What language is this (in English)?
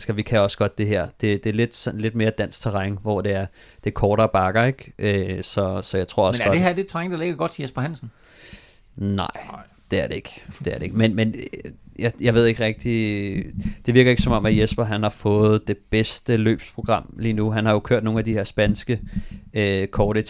Danish